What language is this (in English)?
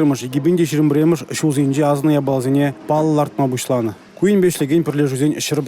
Chuvash